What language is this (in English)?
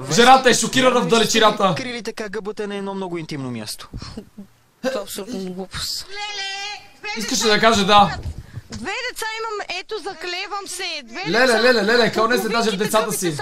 Bulgarian